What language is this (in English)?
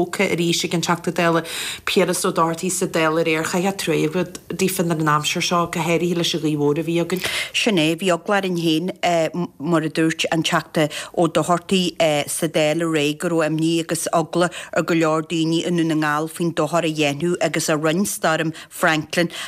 Irish